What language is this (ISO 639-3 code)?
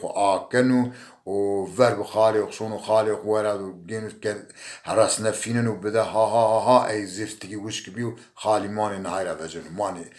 zza